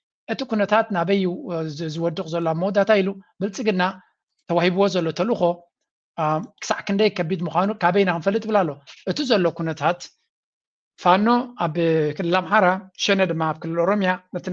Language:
Tigrinya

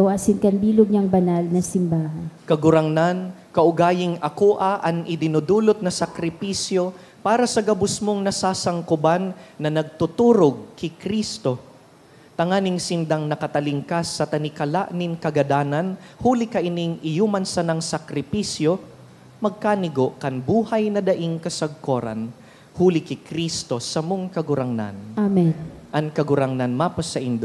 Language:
Bikol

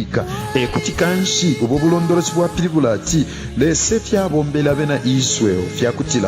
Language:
Bemba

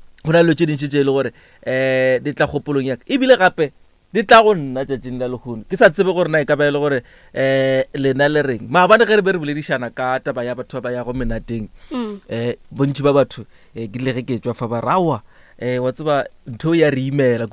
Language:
Northern Sotho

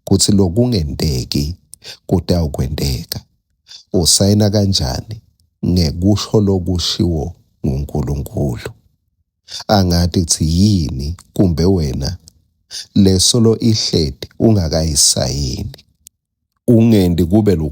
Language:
Swati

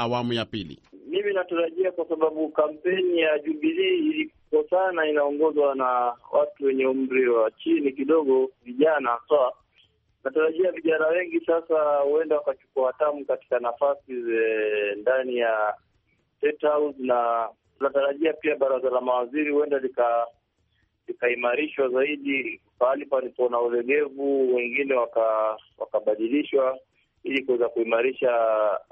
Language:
Swahili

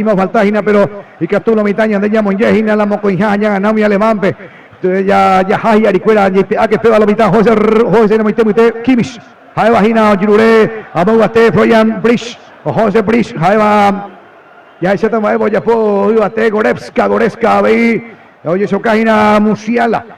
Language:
Guarani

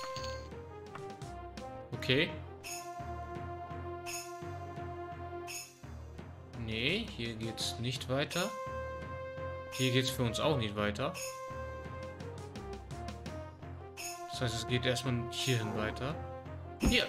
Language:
German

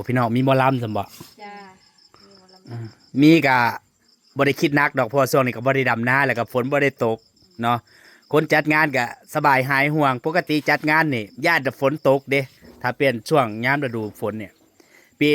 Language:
Northeastern Thai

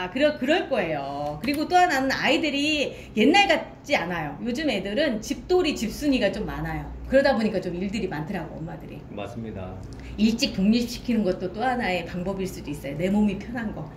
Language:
Korean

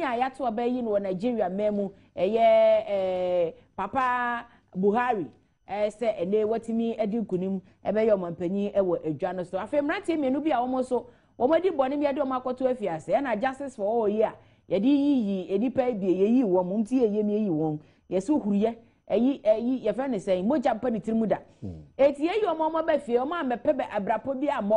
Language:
Akan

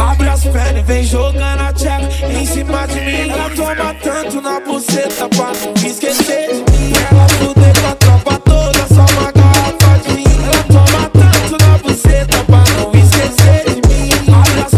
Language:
Portuguese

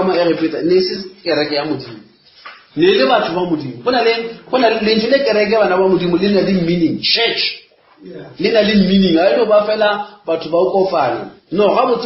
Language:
Northern Sotho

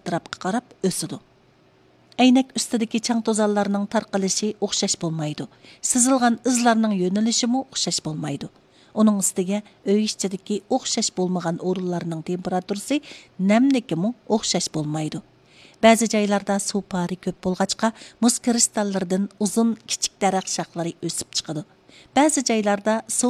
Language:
Uyghur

